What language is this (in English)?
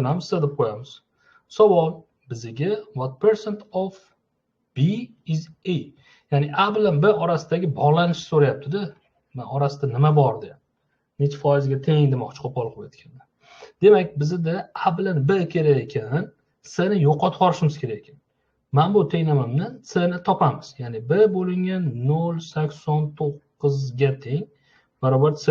Uzbek